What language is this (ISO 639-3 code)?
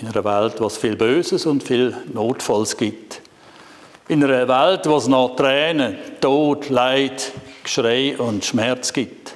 gsw